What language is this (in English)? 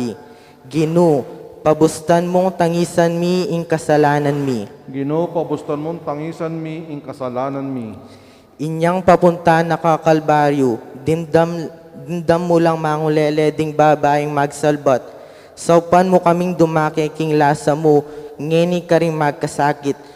Pampanga